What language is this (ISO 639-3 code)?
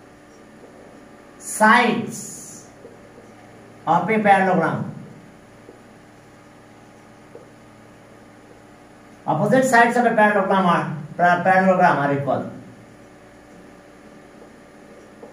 ben